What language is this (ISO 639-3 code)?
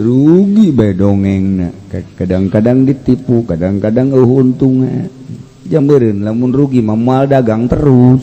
sun